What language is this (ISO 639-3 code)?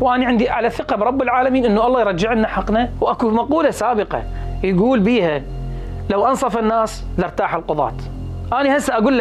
acm